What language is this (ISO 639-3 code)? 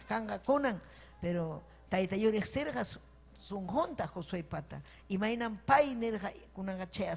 quy